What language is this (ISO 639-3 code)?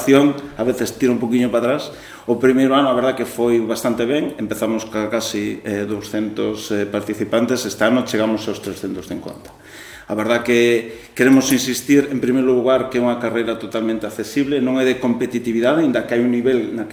glg